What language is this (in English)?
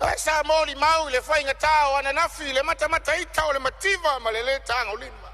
Samoan